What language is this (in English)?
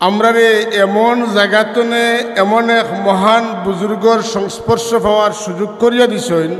Sylheti